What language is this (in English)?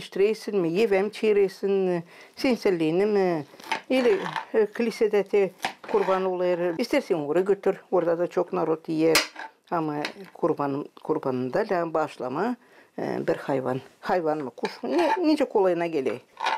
Gagauz